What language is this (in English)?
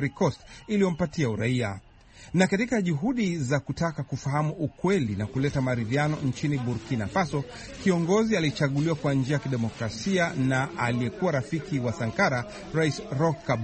Swahili